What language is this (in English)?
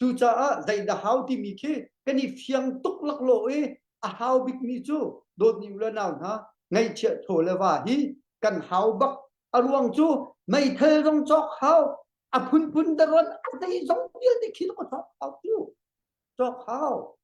Hakha Chin